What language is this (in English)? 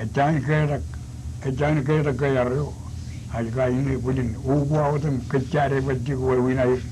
Marshallese